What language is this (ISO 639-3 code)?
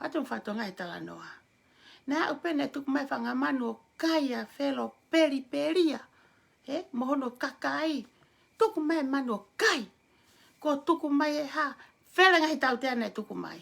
ton